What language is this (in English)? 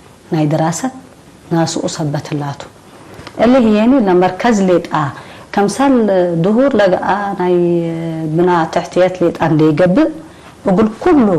Tigre